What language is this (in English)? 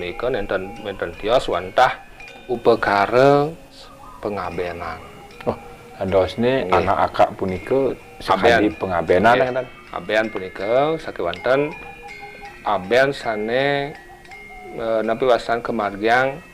Balinese